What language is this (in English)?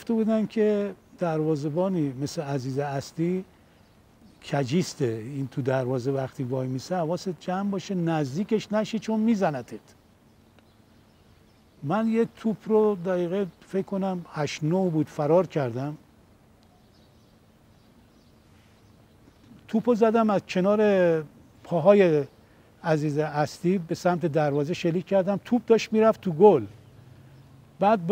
Persian